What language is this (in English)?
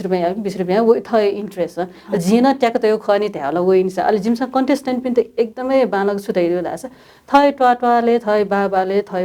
Newari